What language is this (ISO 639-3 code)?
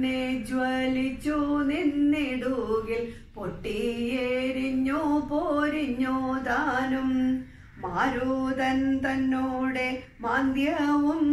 mal